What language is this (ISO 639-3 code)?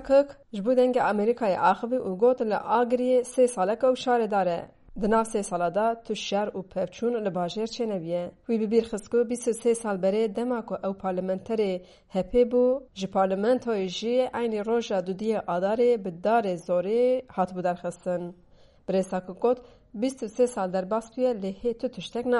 kur